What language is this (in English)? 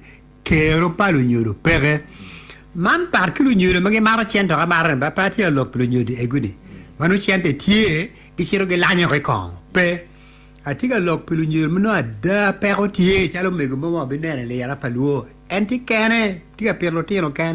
Acoli